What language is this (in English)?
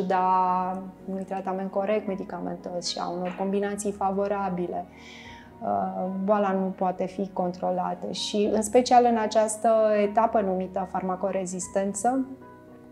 Romanian